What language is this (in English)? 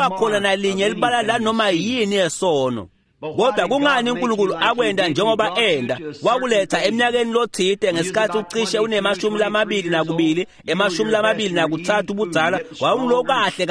Swati